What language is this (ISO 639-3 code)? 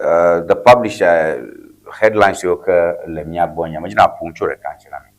ewe